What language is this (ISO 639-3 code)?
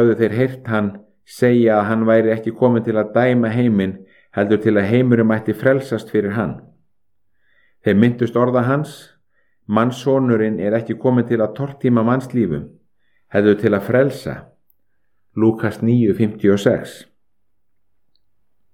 isl